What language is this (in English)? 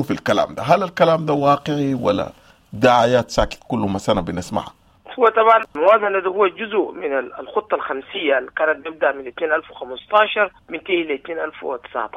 Sudanese Arabic